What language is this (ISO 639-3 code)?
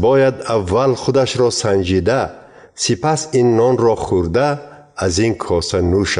tgk